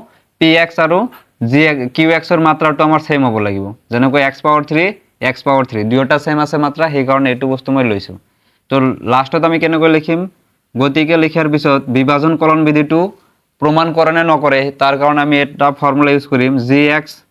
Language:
Assamese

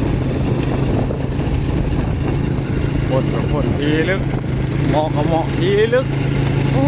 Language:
Lao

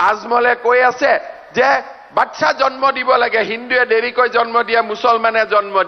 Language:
Assamese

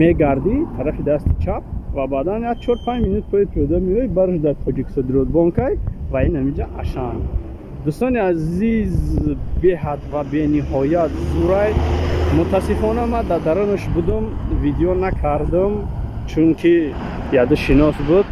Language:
Tajik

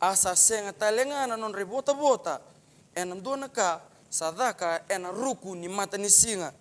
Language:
Fijian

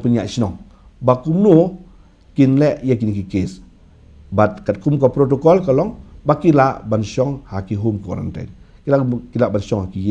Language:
Khasi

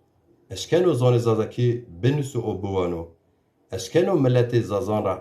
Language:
Zaza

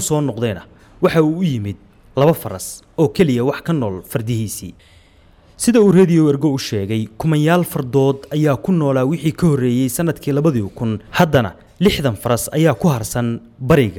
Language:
Somali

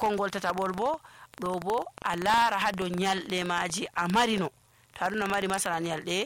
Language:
Nigerian Fulfulde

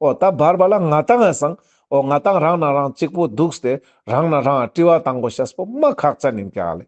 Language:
Ladakhi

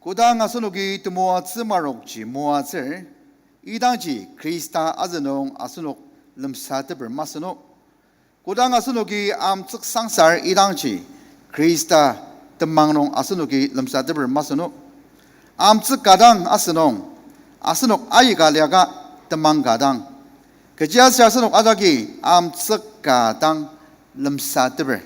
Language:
Ao Naga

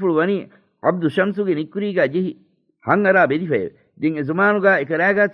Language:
Divehi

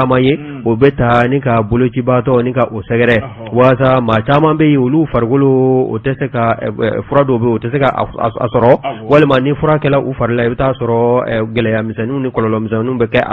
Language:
Bambara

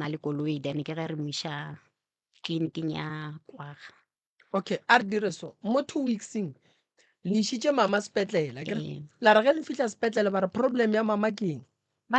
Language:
Northern Sotho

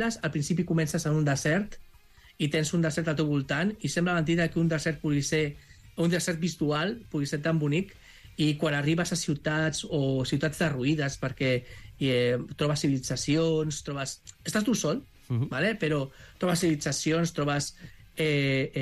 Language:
Catalan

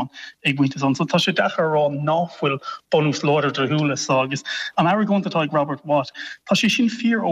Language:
Irish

